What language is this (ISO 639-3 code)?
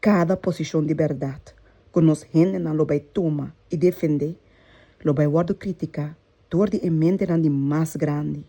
pap